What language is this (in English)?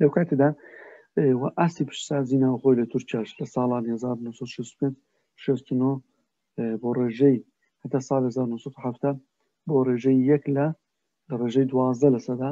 Central Kurdish